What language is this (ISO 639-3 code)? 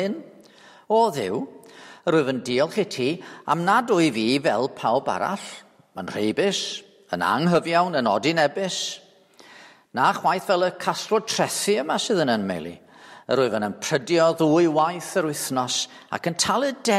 cym